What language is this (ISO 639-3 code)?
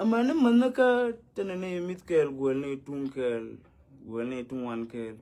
nus